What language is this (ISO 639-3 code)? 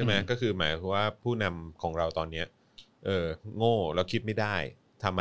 tha